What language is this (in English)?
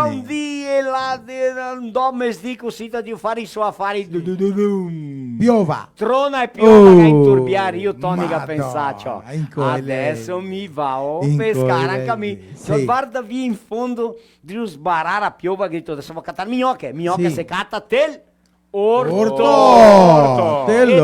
Venetian